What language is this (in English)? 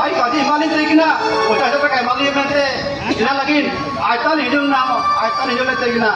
Santali